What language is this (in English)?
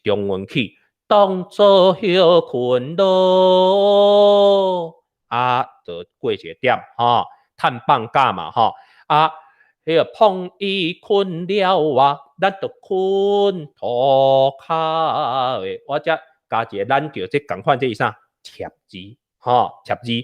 Min Nan Chinese